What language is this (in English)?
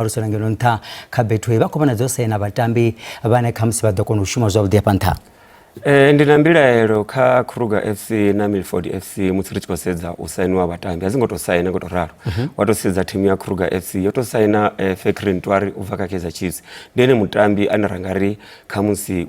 Venda